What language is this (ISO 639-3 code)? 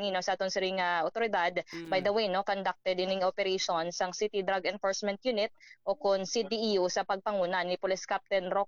hil